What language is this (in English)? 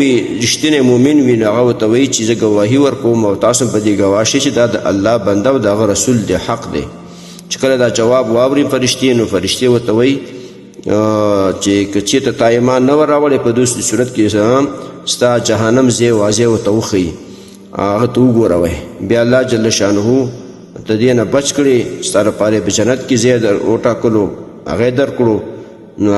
Pashto